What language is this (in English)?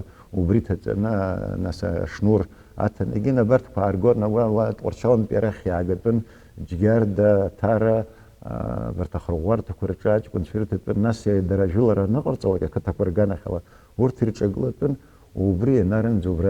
Abkhazian